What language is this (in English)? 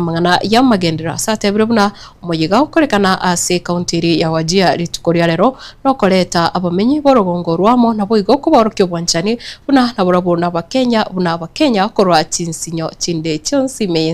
Gusii